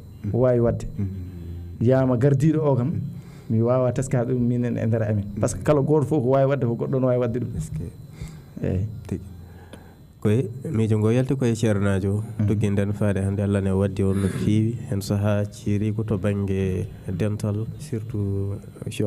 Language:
Fula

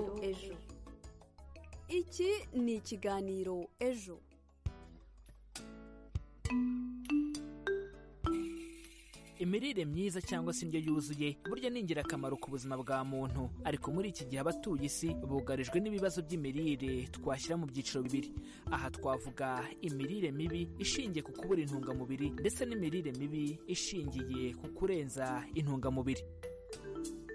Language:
Kinyarwanda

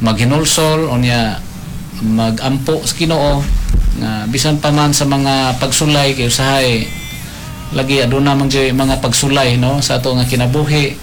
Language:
Cebuano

